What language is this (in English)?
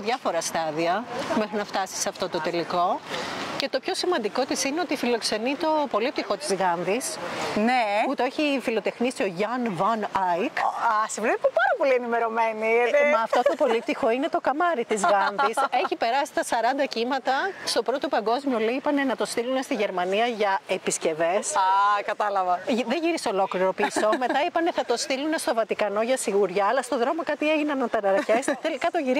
Greek